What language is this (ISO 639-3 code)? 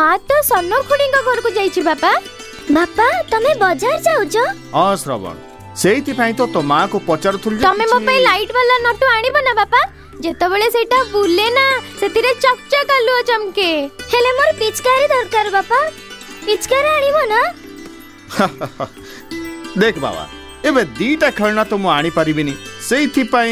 ori